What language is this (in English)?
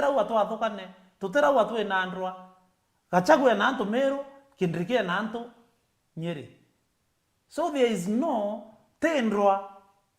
Meru